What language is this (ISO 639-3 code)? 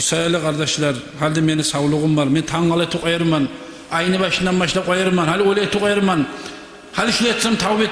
kum